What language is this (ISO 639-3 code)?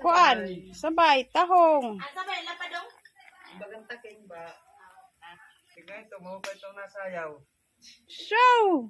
war